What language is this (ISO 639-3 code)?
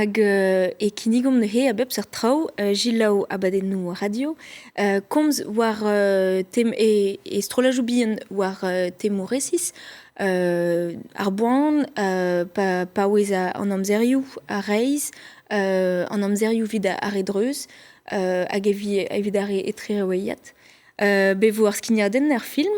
bre